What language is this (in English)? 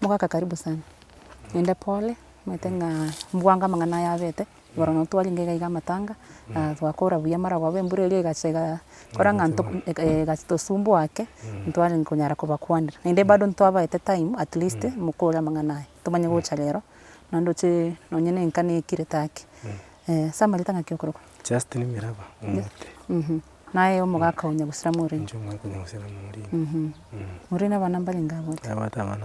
Gusii